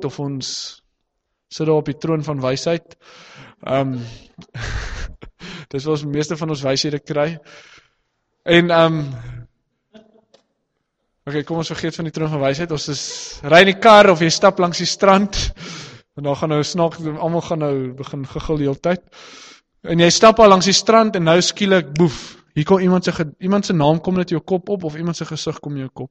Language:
Afrikaans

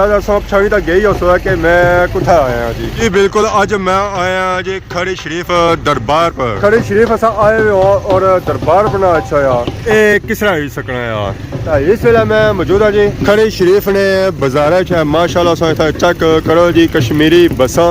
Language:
Pahari-Potwari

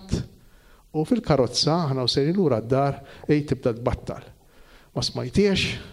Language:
Maltese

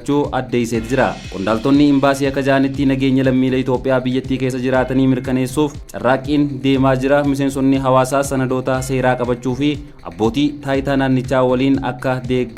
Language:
Oromo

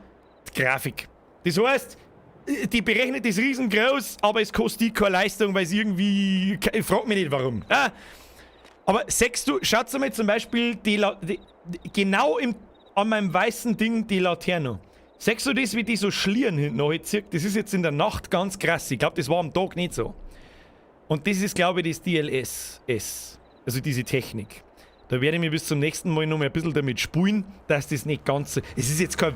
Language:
Bavarian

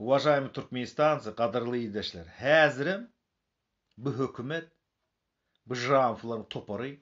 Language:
Turkmen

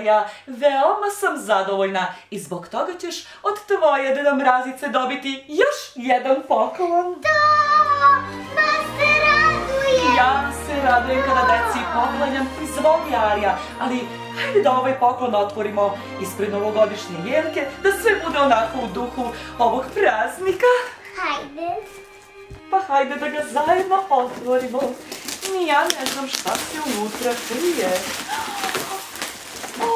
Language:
Serbian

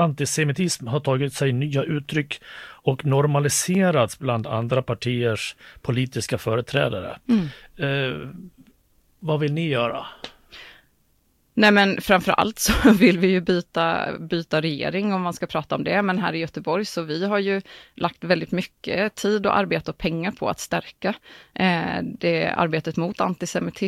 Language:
Swedish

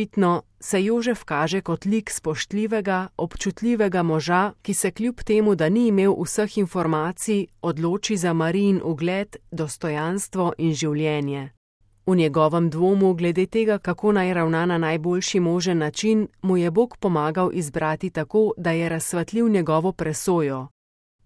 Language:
Slovenian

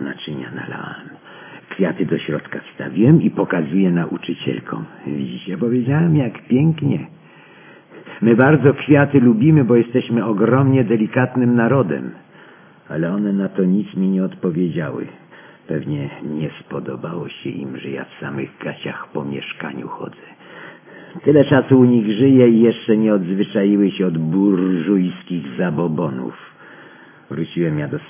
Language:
Polish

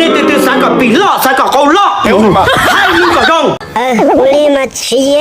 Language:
Hmong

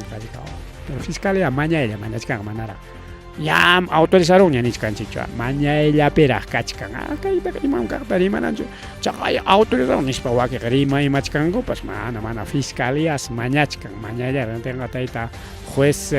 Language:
Ayacucho Quechua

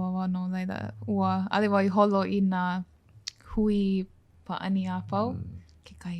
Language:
Hawaiian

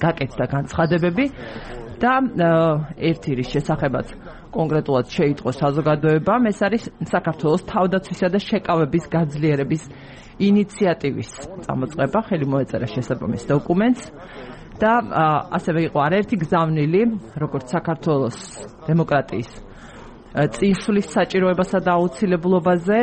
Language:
Georgian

